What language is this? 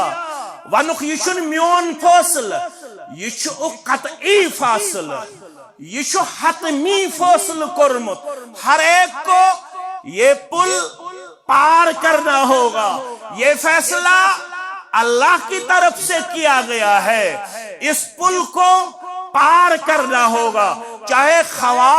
Kashmiri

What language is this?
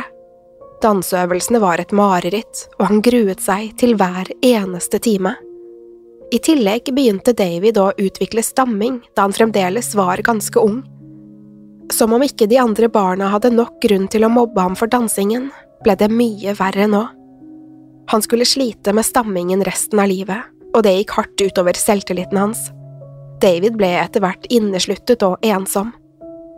Norwegian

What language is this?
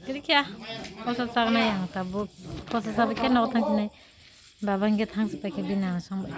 Kok Borok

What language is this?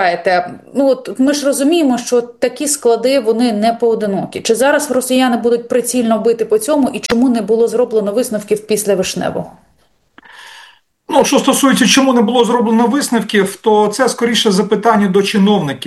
Ukrainian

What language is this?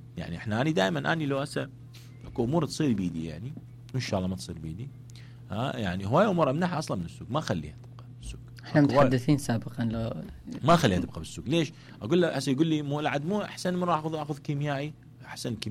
Mesopotamian Arabic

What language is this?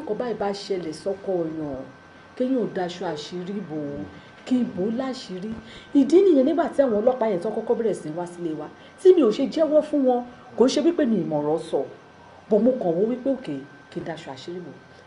Yoruba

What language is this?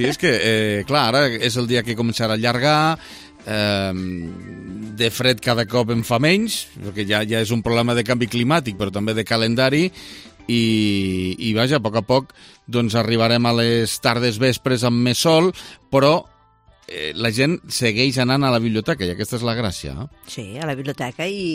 Catalan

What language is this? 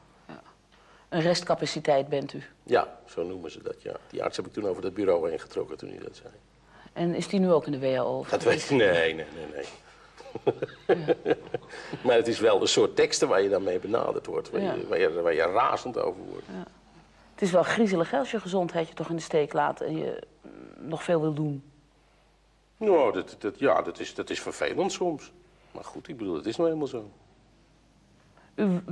Dutch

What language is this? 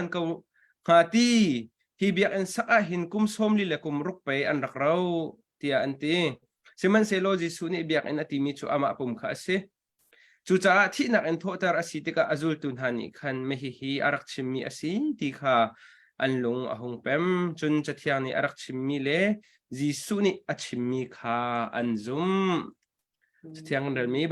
Hakha Chin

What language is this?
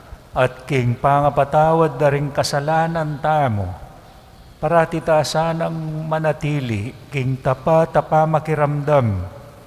Pampanga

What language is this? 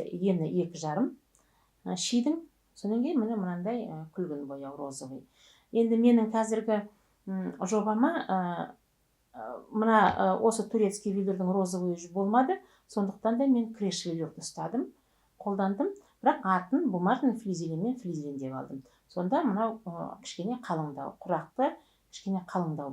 Kazakh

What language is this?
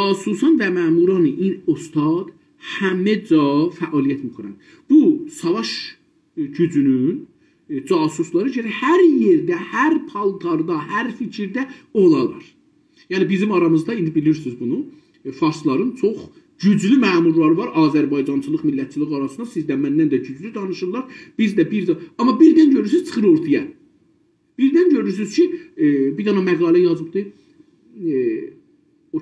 South Azerbaijani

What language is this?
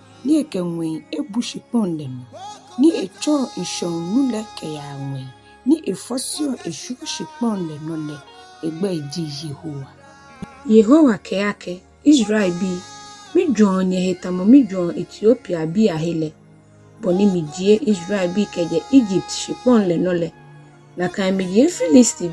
Ga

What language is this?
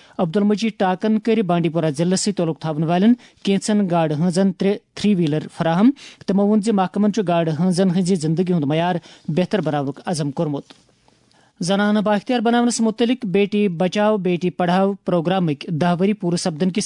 Kashmiri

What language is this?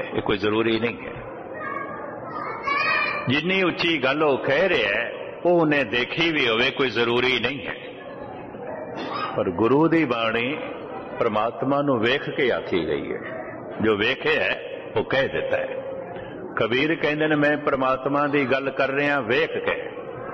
Punjabi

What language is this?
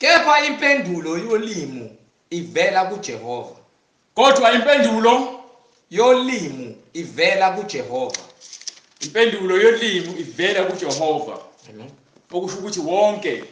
Zulu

